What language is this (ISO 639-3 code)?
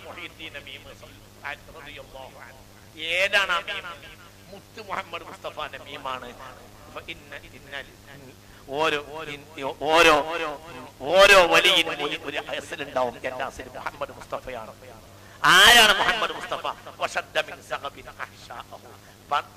mal